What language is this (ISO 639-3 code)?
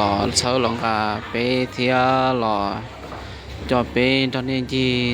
hmn